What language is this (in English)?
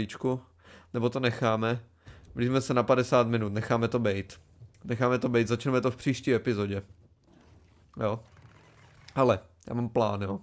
Czech